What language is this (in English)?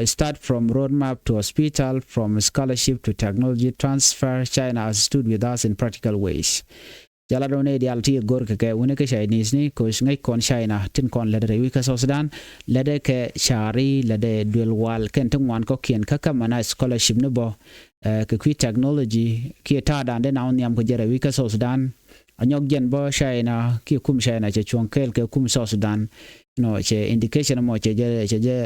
Nuer